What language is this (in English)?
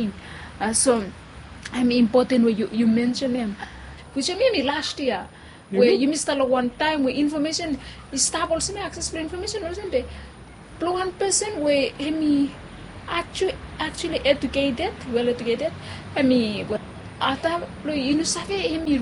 Bislama